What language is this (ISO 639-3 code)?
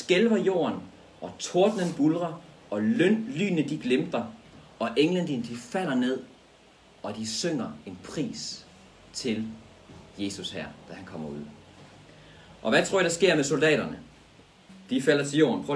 dan